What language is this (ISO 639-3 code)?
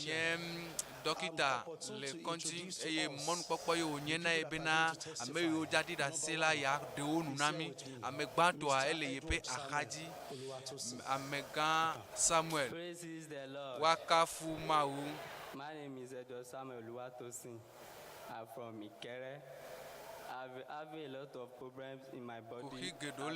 ewe